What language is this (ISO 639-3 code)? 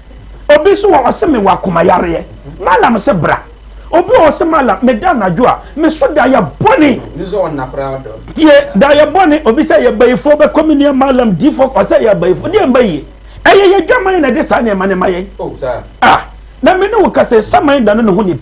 aka